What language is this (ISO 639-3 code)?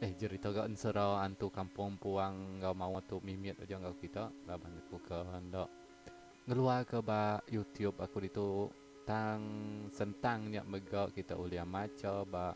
iba